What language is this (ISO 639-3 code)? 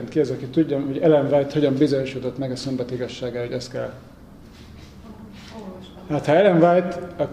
hun